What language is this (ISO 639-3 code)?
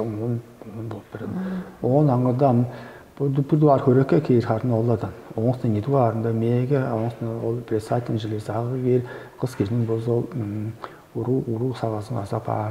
tyv